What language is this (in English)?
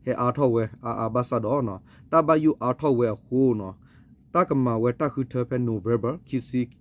S'gaw Karen